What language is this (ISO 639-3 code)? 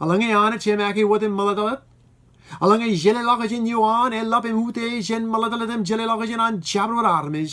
mah